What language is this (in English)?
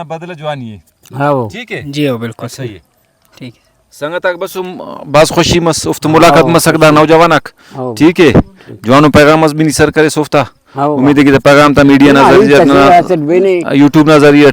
Brahui